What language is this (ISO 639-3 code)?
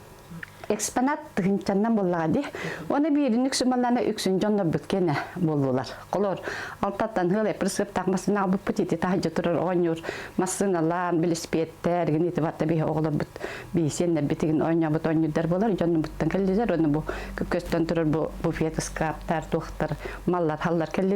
sah